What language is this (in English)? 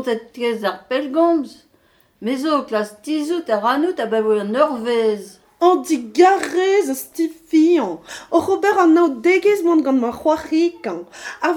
Breton